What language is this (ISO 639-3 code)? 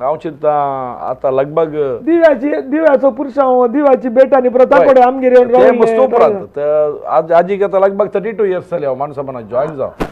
kok